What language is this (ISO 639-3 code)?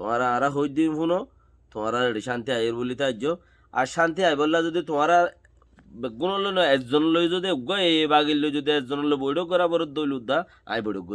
rhg